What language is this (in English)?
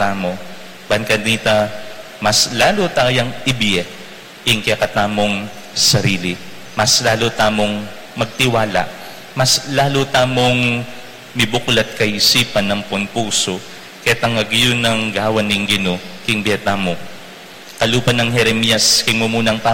Pampanga